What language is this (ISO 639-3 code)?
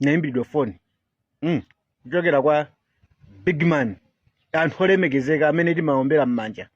nya